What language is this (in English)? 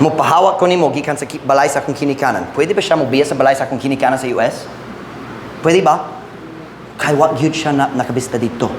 Cebuano